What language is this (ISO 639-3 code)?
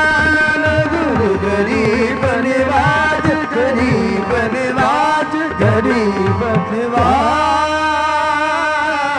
pan